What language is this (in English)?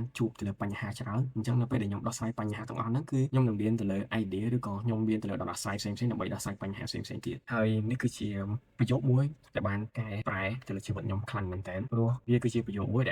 Khmer